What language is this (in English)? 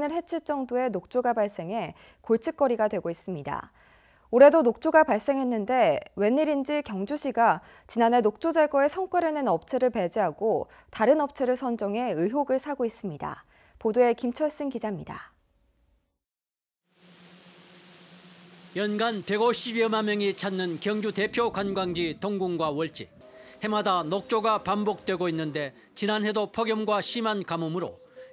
Korean